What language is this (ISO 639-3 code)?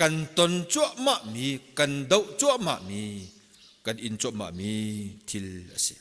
cnh